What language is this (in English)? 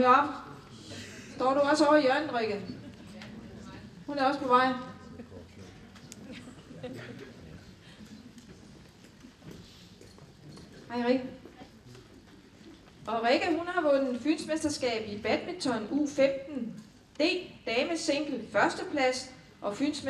Danish